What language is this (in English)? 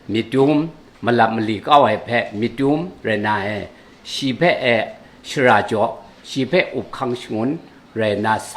Kachin